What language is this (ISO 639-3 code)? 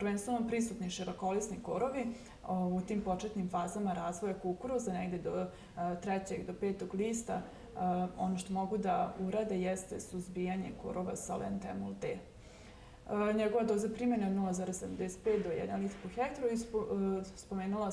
srp